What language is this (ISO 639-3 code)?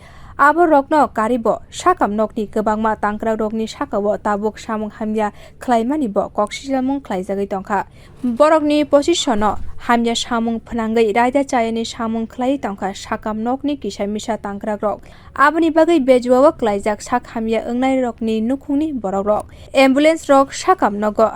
trp